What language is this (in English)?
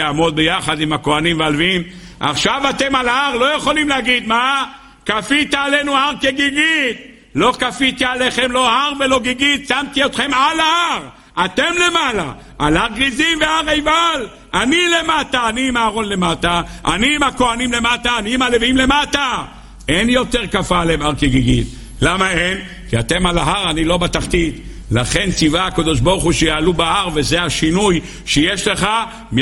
Hebrew